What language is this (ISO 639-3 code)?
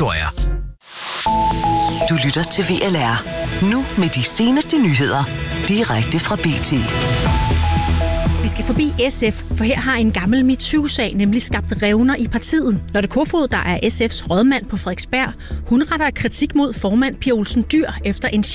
dan